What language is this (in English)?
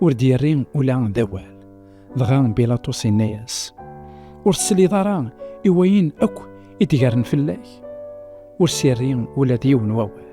Kabyle